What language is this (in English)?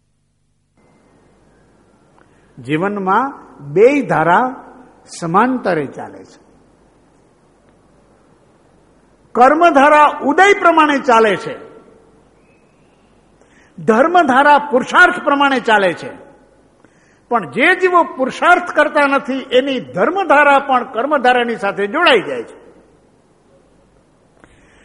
Gujarati